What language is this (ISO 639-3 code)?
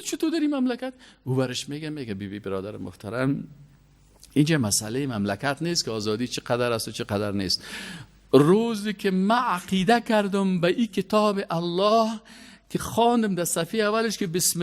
fas